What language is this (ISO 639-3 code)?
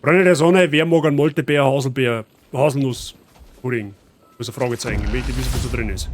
bar